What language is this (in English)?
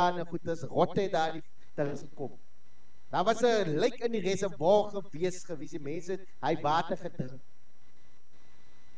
Afrikaans